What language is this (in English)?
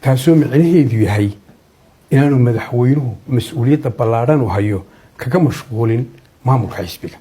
Somali